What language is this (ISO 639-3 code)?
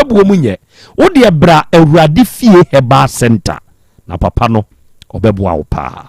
aka